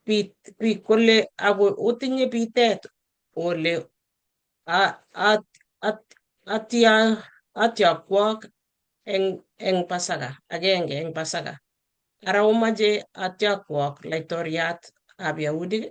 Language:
Kalenjin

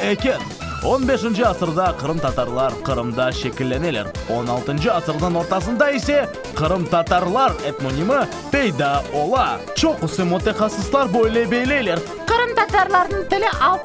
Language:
Crimean Tatar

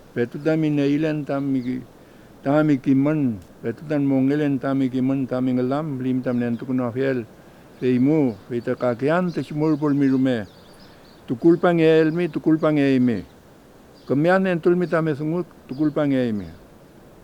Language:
Mapuche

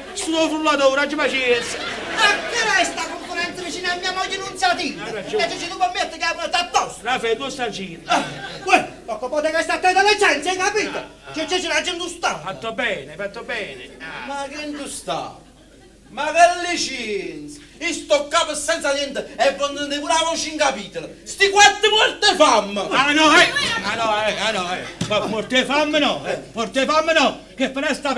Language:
Neapolitan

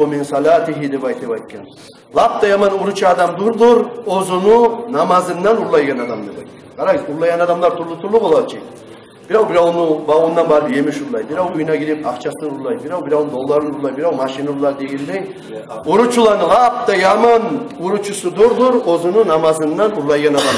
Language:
Kumyk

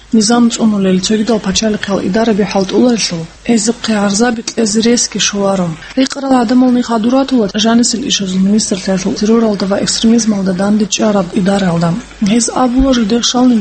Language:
Avaric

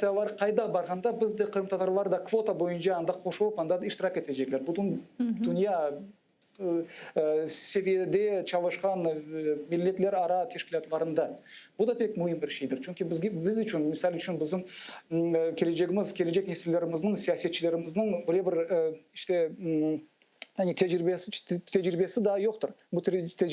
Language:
Crimean Tatar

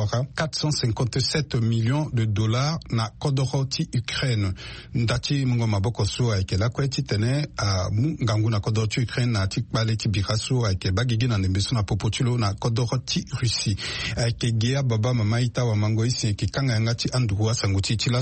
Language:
Sango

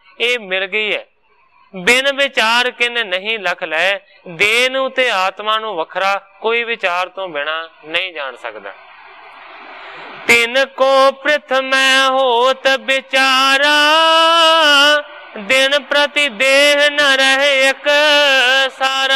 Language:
Punjabi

